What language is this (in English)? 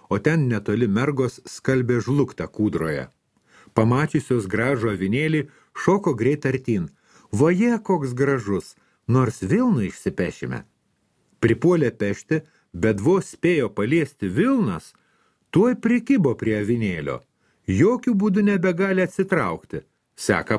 Lithuanian